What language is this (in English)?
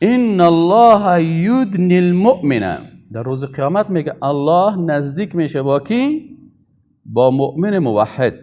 Persian